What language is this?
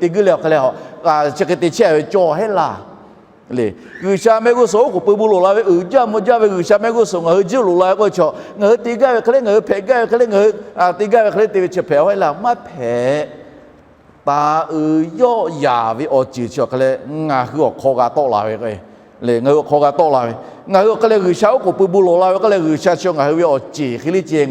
Lahu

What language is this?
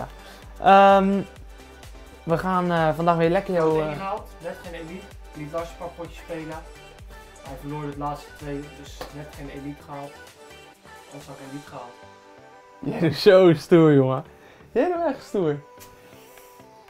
Dutch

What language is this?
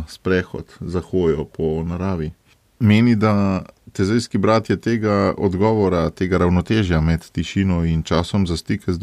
Slovenian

